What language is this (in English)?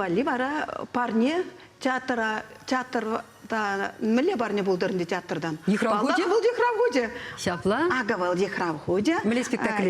Chuvash